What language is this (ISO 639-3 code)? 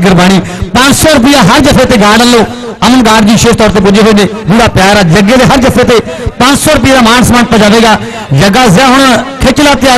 pan